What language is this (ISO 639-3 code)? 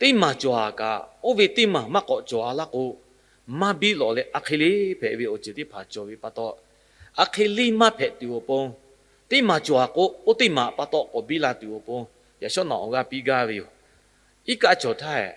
lhu